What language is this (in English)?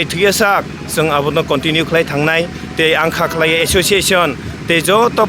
Kok Borok